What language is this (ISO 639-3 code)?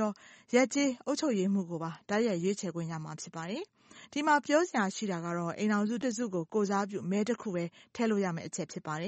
mya